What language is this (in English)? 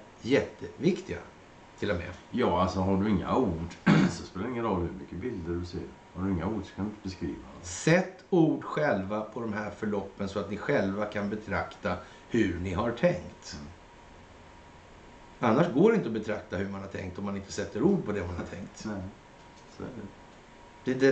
Swedish